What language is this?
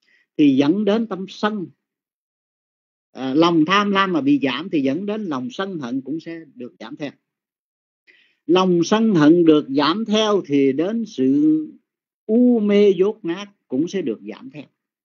Vietnamese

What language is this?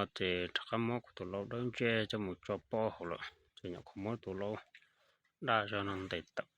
Hmong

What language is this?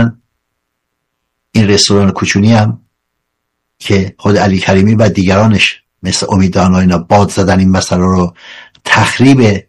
Persian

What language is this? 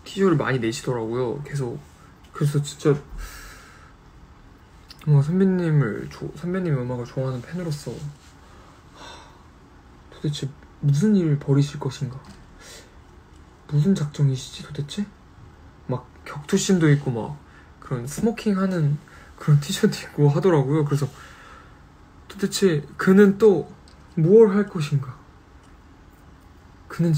Korean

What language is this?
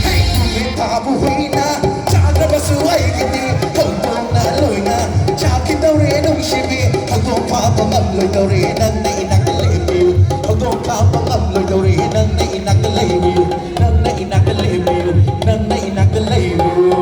Manipuri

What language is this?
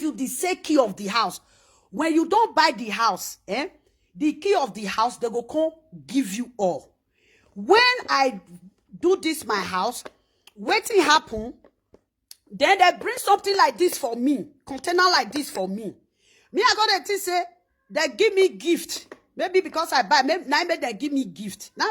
Nigerian Pidgin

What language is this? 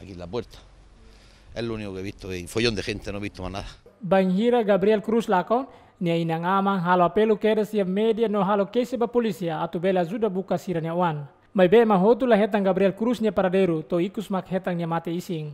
Tetum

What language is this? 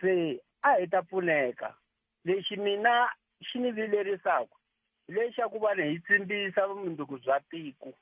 Tsonga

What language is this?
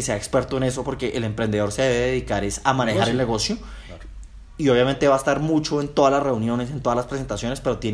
Spanish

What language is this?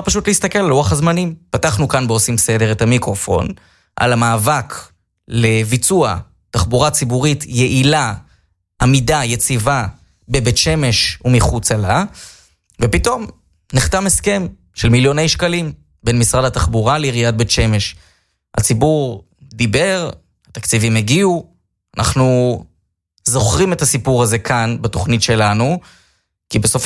Hebrew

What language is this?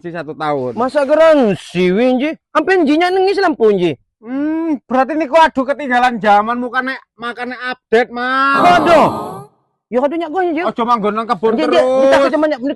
Lampung Api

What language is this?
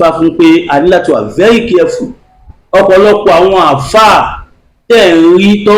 Yoruba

